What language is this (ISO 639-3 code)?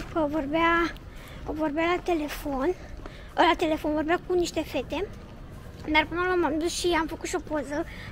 ron